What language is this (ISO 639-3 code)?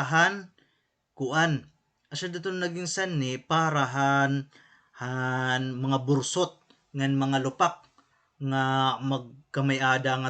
war